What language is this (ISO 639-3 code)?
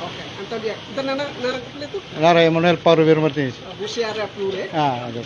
tet